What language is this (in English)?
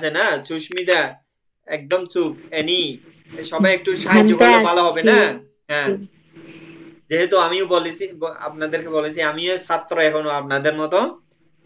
Bangla